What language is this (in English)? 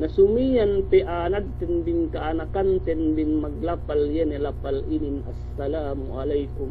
Yakan